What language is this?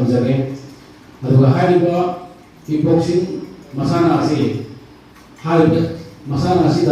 Manipuri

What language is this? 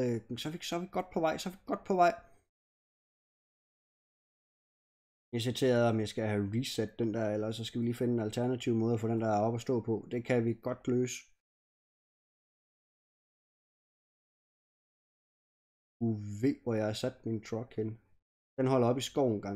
Danish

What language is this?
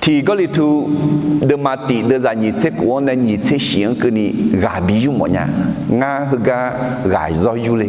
Akha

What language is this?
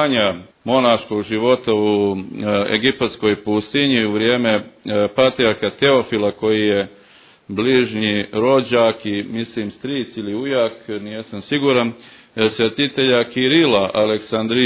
Serbian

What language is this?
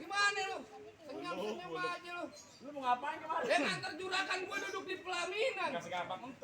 Betawi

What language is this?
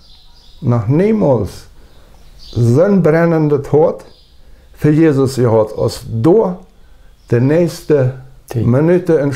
Plautdietsch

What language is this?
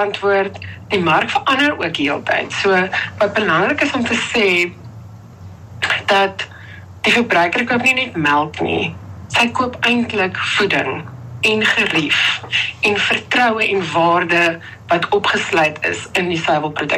Afrikaans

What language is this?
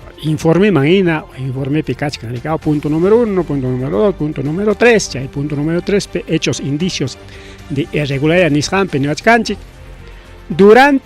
Ayacucho Quechua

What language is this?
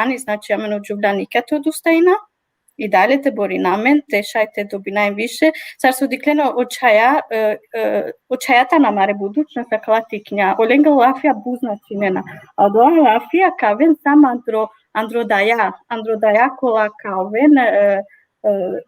Balkan Romani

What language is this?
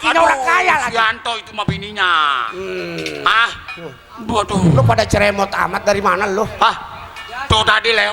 Betawi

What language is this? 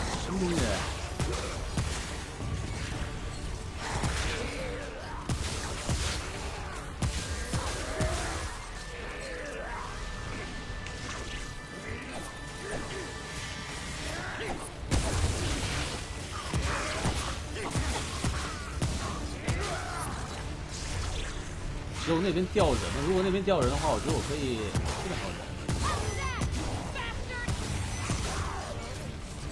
Chinese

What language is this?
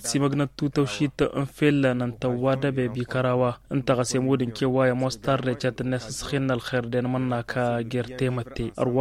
Tamasheq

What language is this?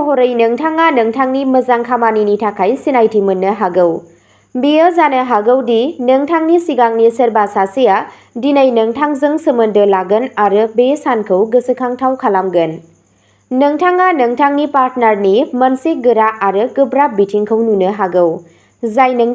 Bodo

